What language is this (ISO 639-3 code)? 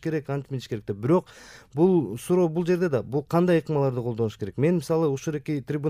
kir